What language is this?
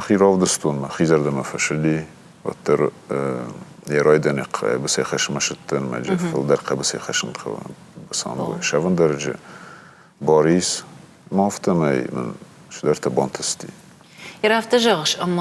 Ossetic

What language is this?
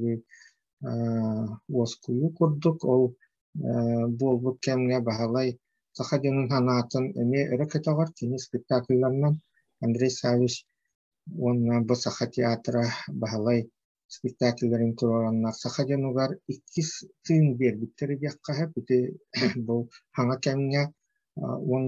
Yakut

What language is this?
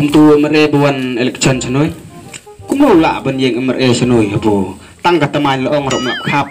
Khasi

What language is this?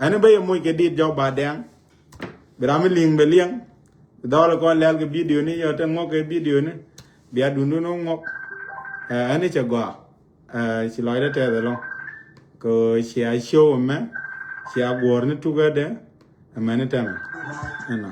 Nuer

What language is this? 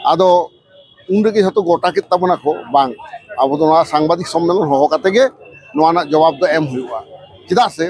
Santali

